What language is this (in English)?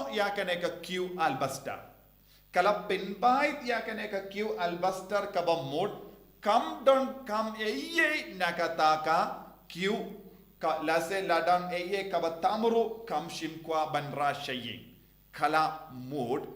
Khasi